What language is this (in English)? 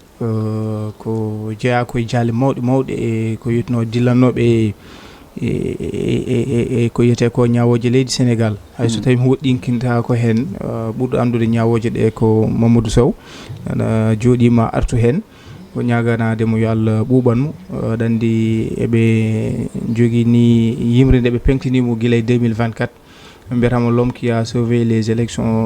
Fula